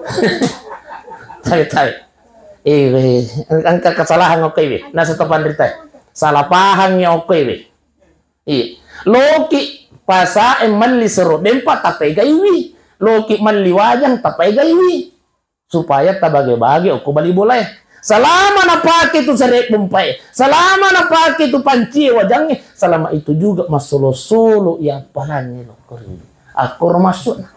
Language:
Buginese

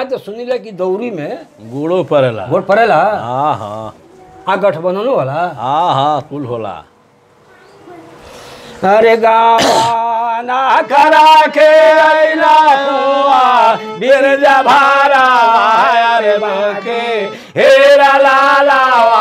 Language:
Bhojpuri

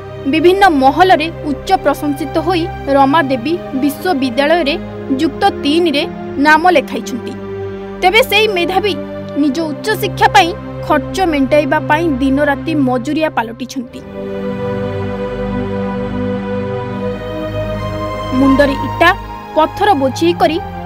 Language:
Odia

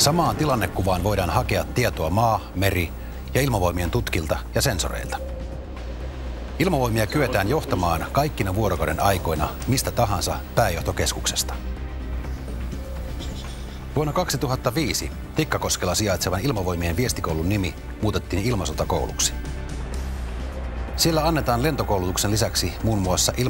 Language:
Finnish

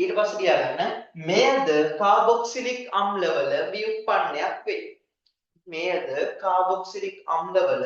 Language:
Sinhala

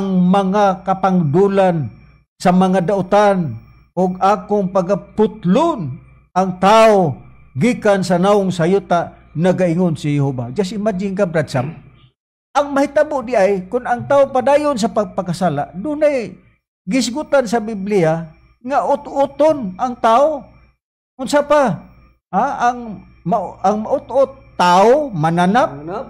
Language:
Cebuano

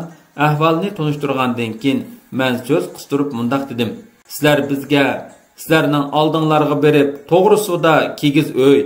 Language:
Uyghur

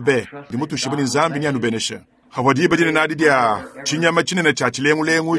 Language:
Luba-Lulua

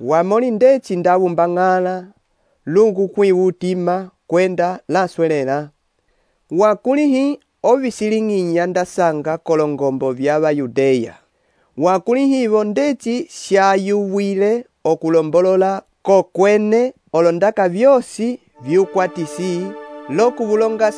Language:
Umbundu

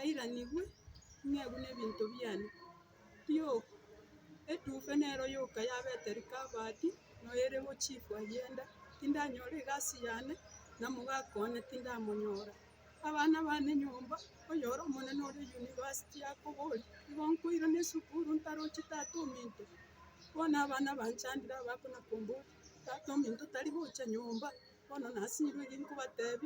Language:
Gusii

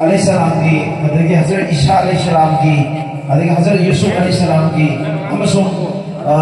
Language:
Manipuri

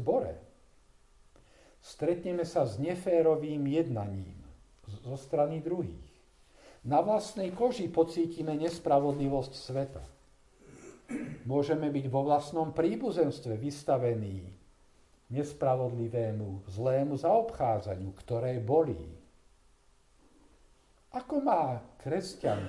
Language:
Slovak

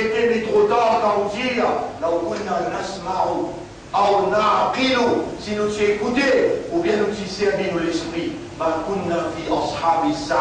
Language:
Morisyen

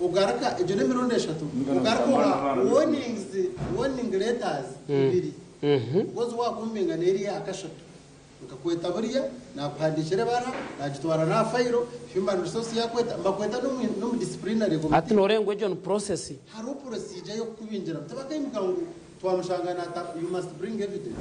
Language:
Nyankole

